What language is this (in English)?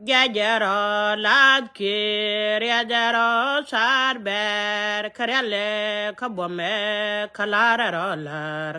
Nuer